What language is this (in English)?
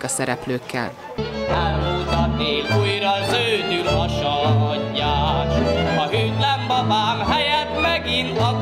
Hungarian